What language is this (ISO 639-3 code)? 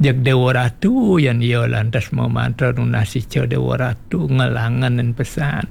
ban